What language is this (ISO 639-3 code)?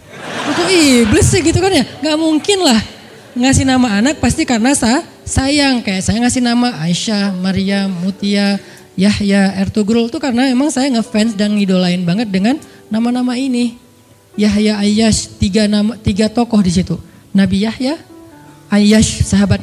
ind